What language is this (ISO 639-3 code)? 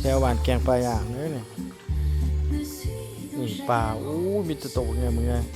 lao